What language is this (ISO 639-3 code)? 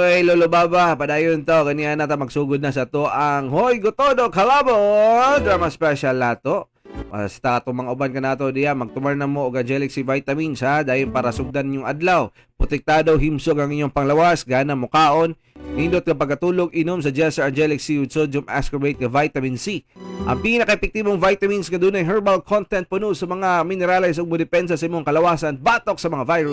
ceb